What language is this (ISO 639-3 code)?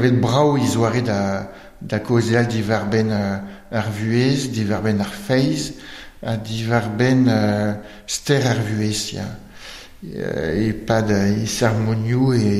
bre